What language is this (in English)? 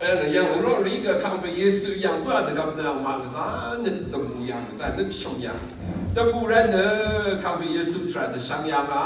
Rawang